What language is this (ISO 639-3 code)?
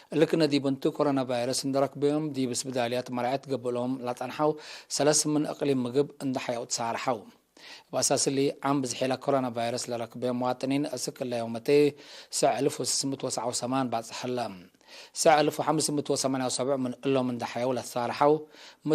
tig